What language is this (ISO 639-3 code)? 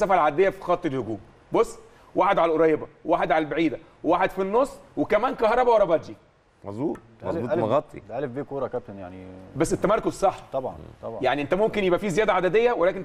arz